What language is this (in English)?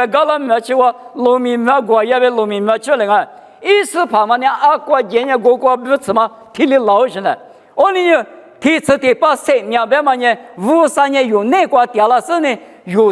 Lisu